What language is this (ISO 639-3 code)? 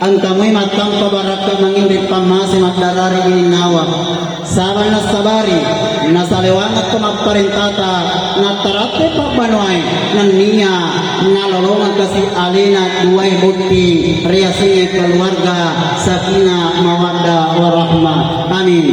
bug